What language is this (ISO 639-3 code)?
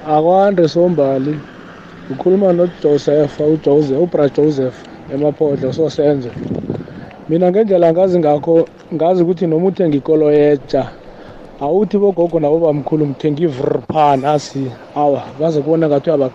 nbl